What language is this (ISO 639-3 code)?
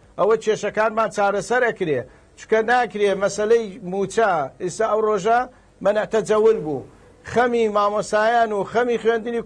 ckb